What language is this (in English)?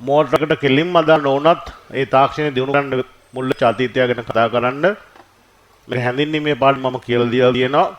Sinhala